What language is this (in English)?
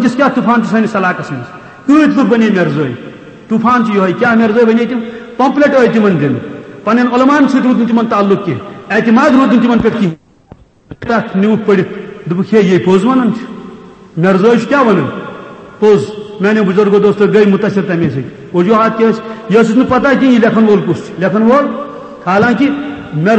Kashmiri